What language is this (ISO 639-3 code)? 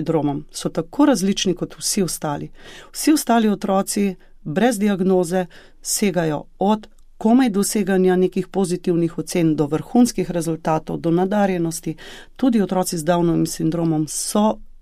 slv